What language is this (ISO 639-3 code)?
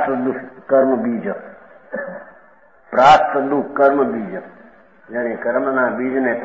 guj